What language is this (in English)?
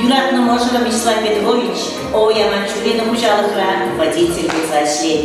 Chuvash